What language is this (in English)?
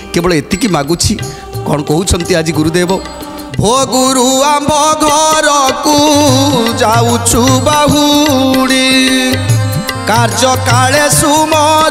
Odia